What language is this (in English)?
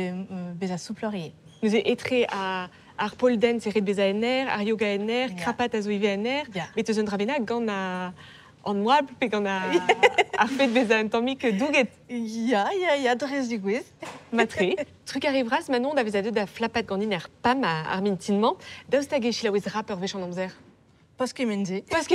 Breton